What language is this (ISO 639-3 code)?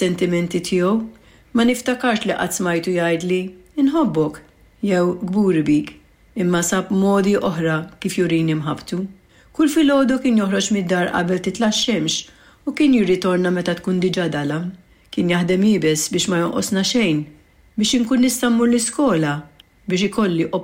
mlt